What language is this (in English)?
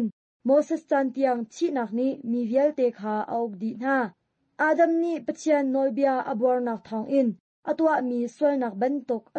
Hakha Chin